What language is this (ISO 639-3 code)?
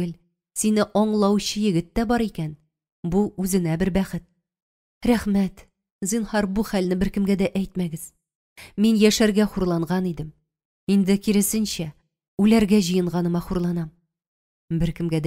tat